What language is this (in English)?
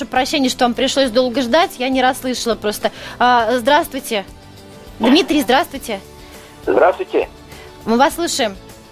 Russian